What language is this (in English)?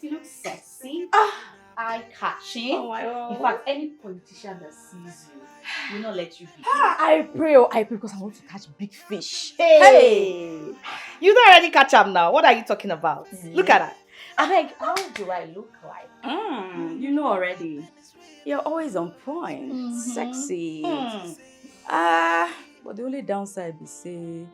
Nigerian Pidgin